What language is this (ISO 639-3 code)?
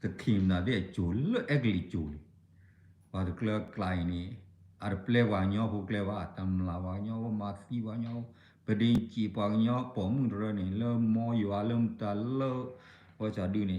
ksw